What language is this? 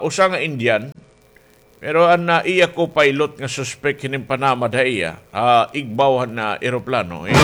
Waray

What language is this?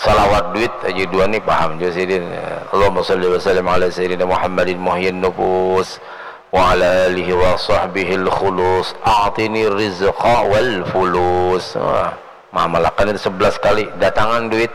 Banjar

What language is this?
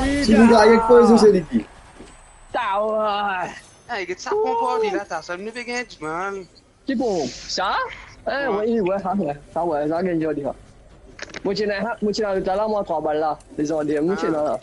Morisyen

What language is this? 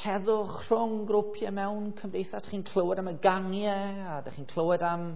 Welsh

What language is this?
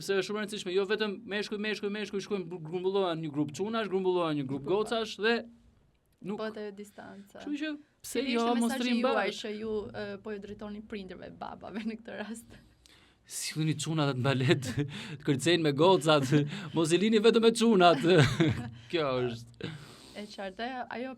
Albanian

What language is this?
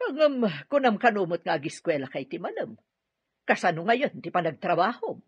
Iloko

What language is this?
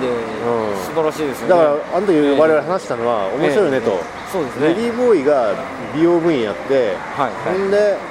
Japanese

